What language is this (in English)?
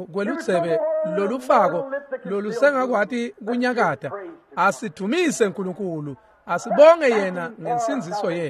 Swati